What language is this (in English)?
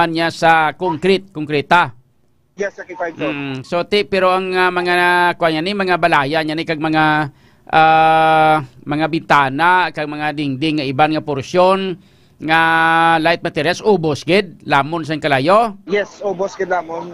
Hiligaynon